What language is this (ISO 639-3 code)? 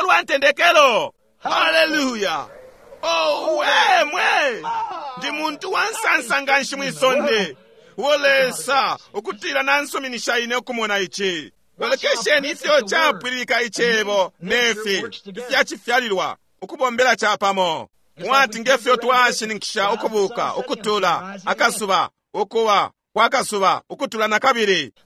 bem